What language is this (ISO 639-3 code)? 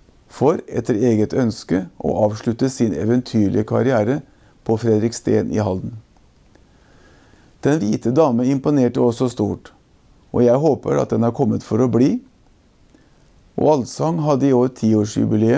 nor